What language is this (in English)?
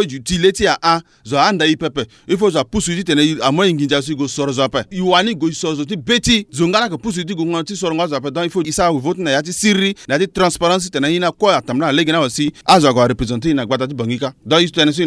Sango